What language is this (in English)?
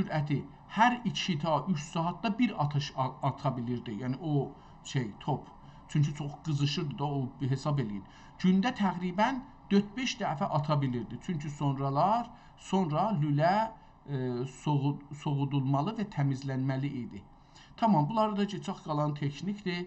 South Azerbaijani